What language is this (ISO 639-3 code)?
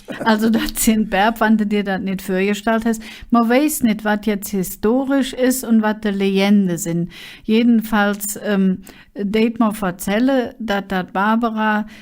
ksh